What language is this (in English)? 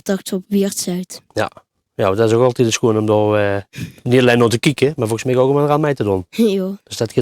Limburgish